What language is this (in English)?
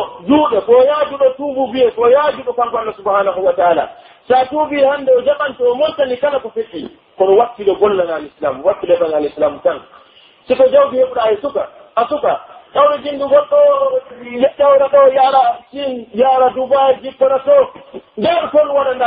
Pular